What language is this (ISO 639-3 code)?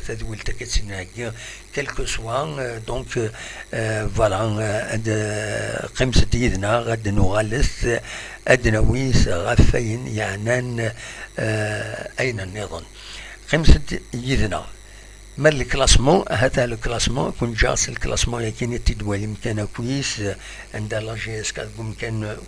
kab